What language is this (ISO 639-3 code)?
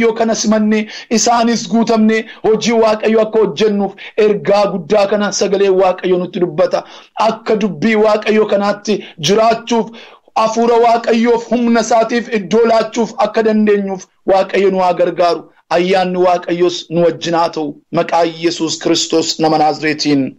orm